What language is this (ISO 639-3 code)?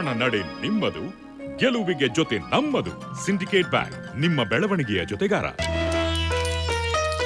kan